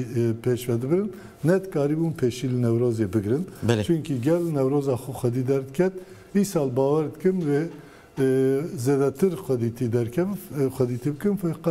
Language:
Kurdish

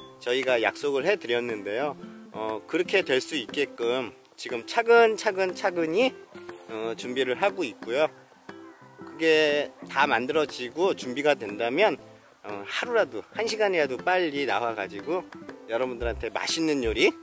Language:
Korean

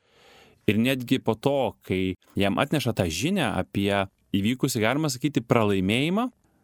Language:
Lithuanian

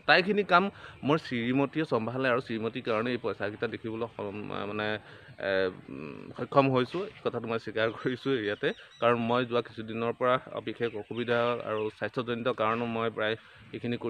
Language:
Assamese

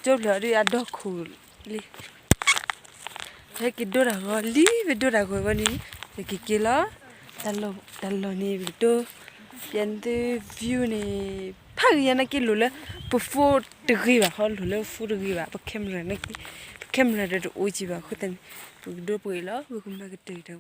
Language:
S'gaw Karen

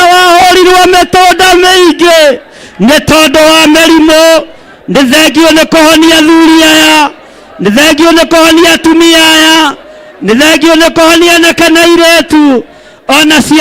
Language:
Kikuyu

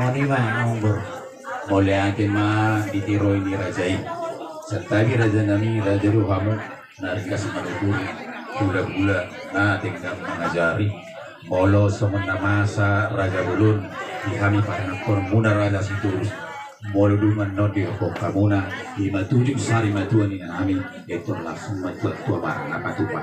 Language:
Batak Toba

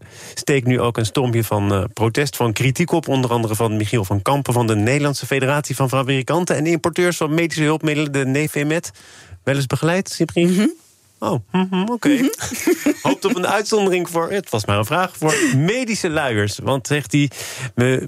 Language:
Dutch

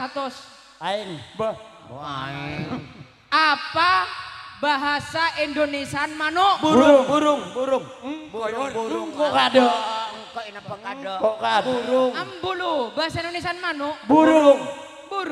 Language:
Madurese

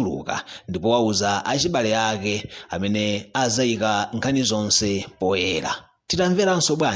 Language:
Nyanja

